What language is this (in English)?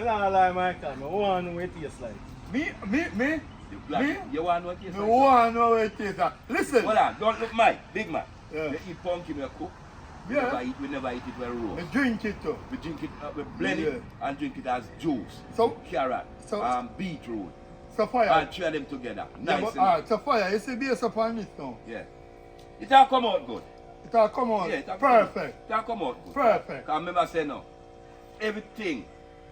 Jamaican Creole English